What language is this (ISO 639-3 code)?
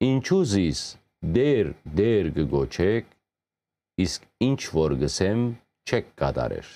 hyw